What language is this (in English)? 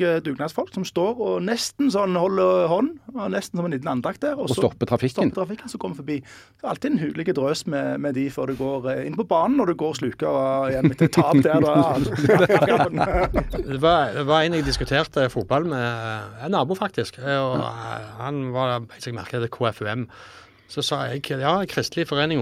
Norwegian